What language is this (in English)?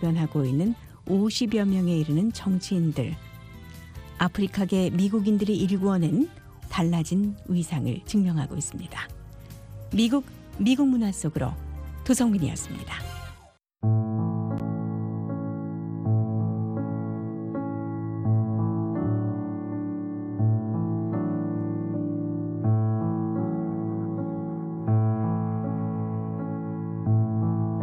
Korean